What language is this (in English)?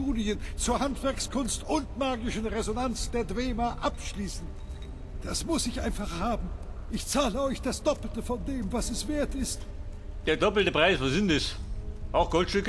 Bavarian